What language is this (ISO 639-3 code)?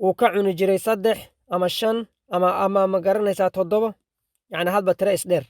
som